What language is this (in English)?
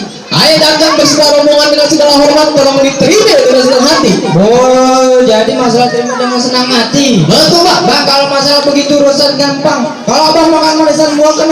Betawi